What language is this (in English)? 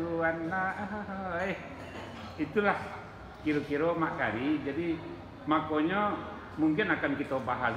Minangkabau